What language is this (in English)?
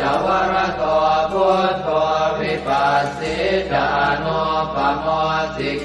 Pali